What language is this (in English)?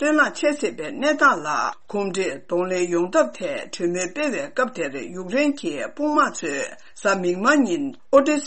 Tibetan